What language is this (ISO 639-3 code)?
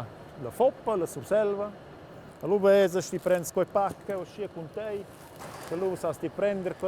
roh